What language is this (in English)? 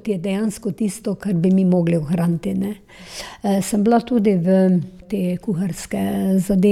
Slovenian